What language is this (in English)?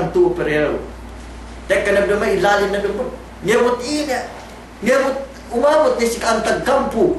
Yakan